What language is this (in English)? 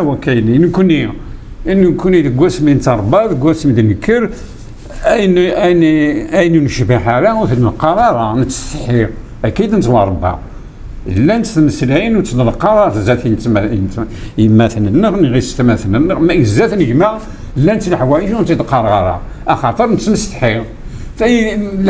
Kabyle